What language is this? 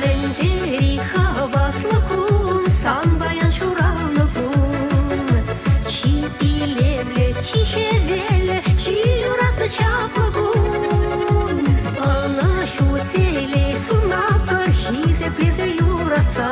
Chuvash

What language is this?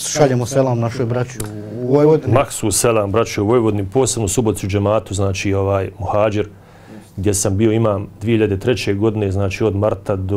Bosnian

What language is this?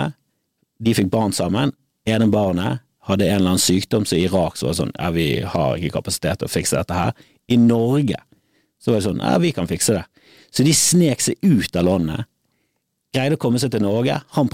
Norwegian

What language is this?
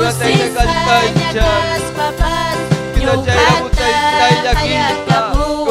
Ayacucho Quechua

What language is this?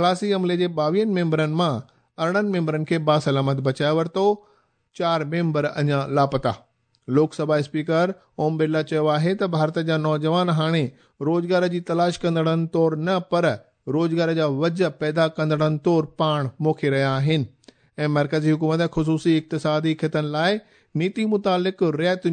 Sindhi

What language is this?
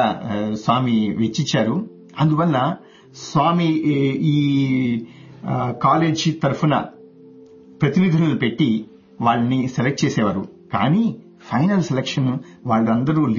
Telugu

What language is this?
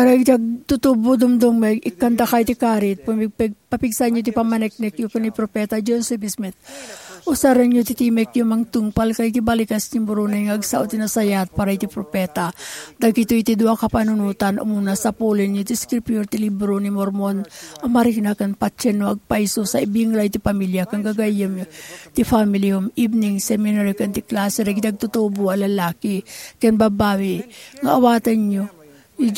Iloko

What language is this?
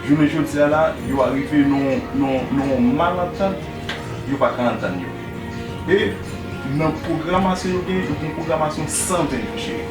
Haitian Creole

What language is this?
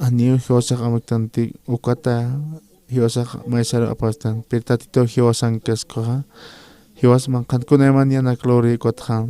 Aymara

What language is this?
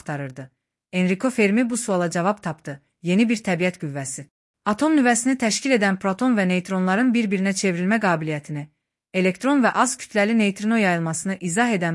Azerbaijani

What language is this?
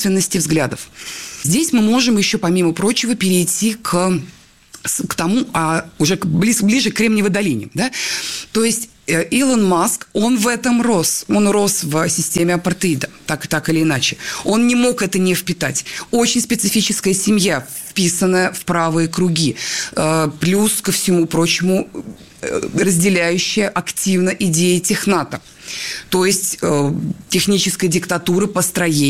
Russian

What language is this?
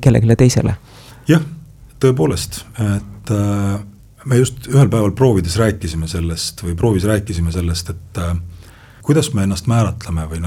Estonian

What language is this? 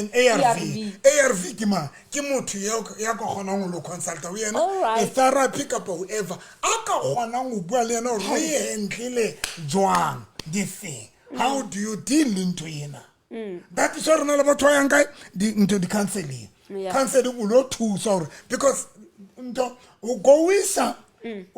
Southern Sotho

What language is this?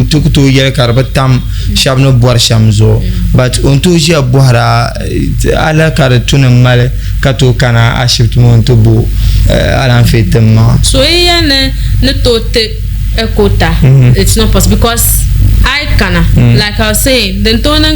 Dagbani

